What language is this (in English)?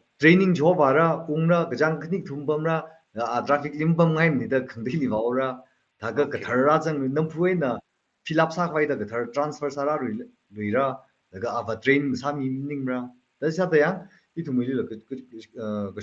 Tangkhul Naga (India)